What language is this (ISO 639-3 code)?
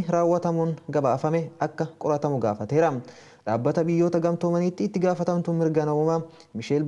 orm